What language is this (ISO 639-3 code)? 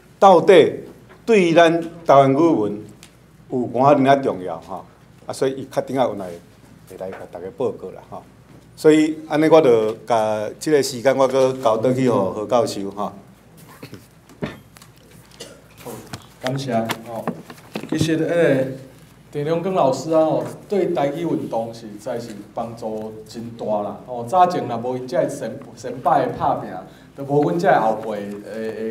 nan